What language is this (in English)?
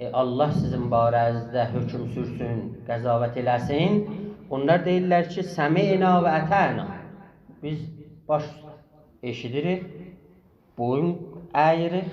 South Azerbaijani